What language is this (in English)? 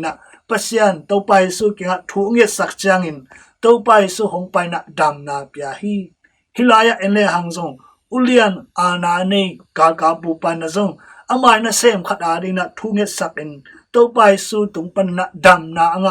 Tedim Chin